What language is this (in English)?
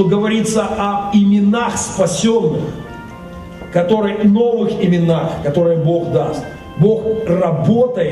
Russian